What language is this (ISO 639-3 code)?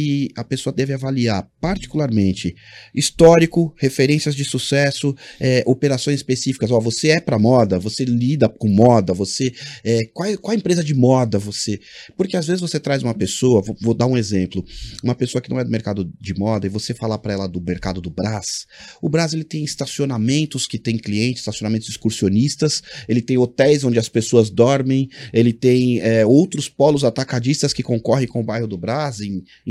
por